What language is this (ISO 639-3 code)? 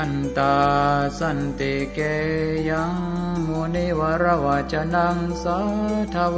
pli